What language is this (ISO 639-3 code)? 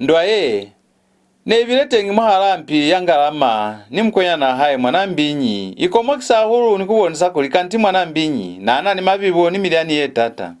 loz